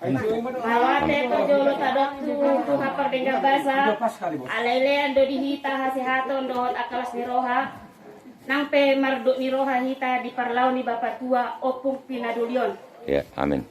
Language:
Batak Toba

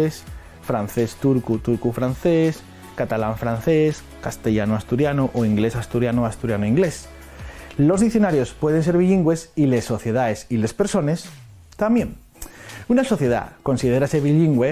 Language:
Asturian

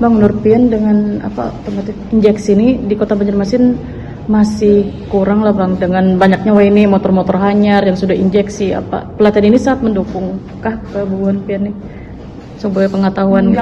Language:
Banjar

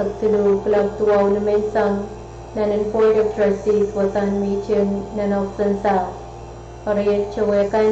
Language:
Pohnpeian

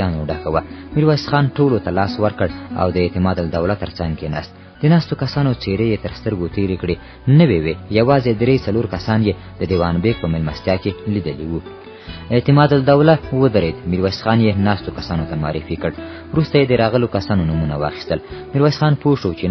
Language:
Pashto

